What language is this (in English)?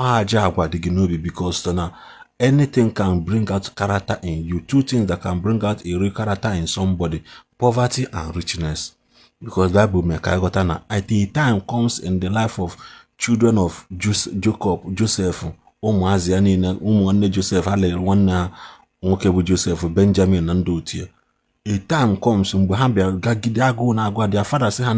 Igbo